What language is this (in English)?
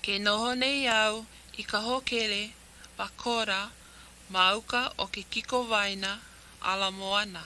Hawaiian